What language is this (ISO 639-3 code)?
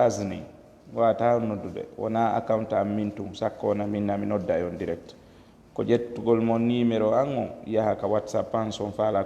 ful